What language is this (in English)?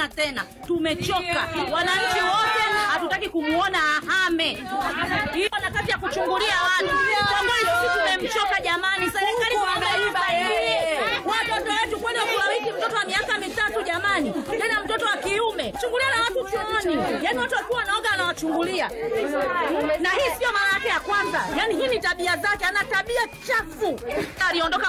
Swahili